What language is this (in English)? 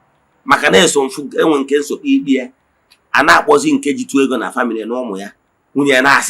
Igbo